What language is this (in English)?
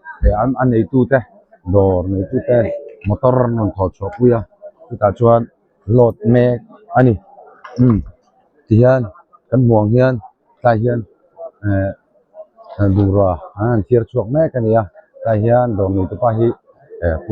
Mizo